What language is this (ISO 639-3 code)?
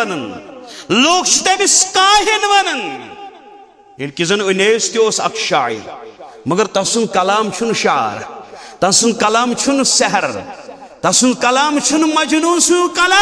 kas